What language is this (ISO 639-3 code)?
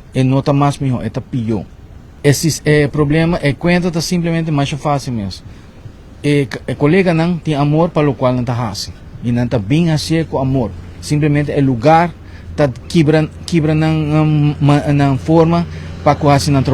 pap